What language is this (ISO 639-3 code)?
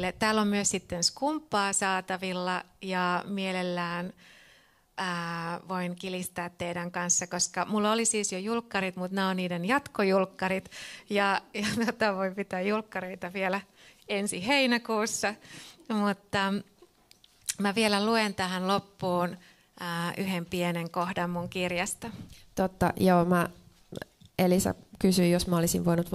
fin